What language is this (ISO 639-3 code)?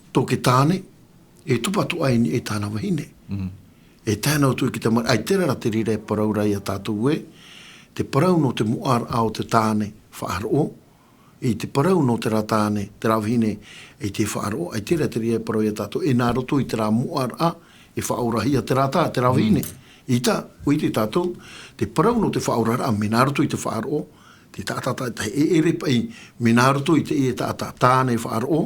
tah